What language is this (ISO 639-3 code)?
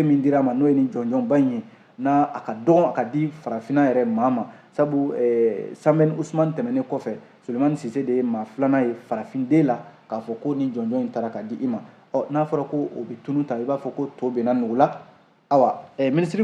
bam